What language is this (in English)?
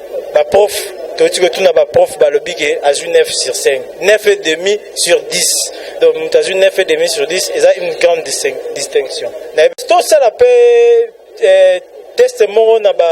Lingala